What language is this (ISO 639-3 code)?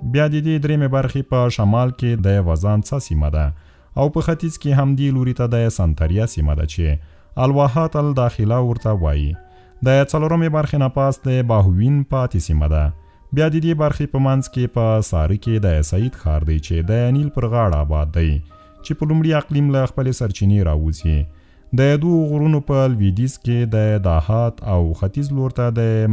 pus